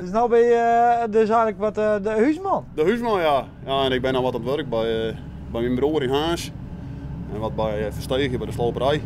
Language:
Western Frisian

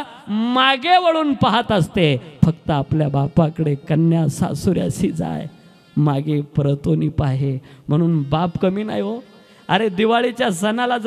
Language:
Marathi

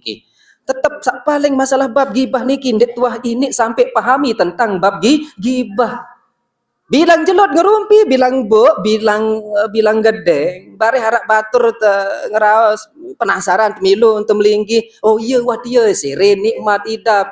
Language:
Sasak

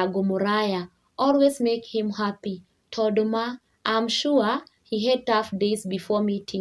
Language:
Kikuyu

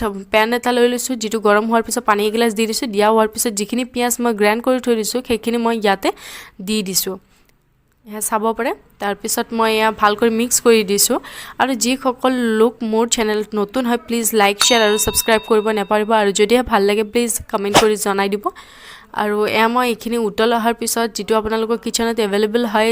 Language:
Assamese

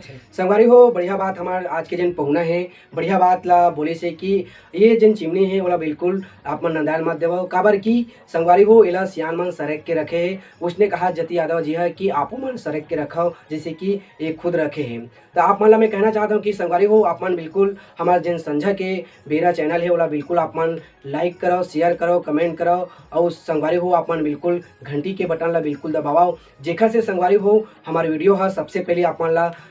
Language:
Chhattisgarhi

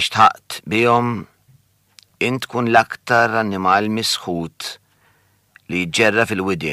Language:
Maltese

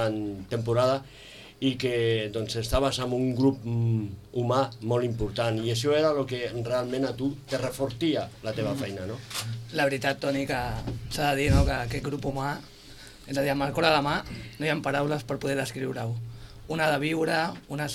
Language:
Catalan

